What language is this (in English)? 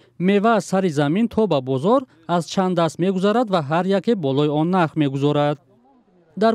Tajik